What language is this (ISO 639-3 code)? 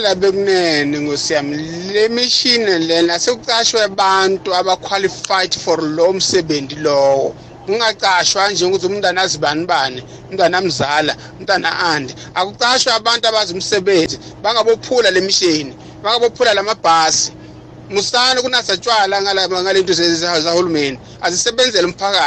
nbl